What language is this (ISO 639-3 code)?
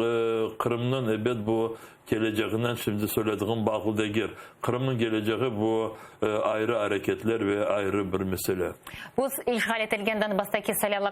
crh